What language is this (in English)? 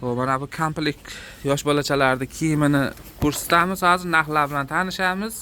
Uzbek